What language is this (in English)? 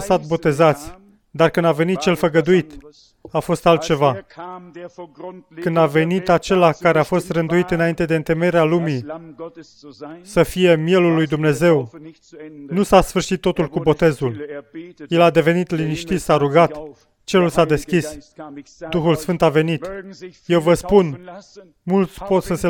Romanian